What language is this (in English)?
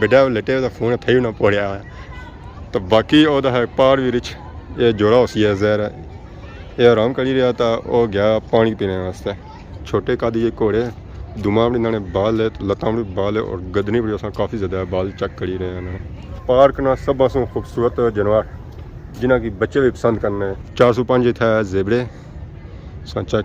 Pahari-Potwari